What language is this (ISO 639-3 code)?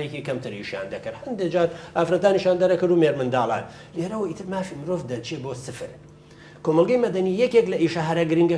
ckb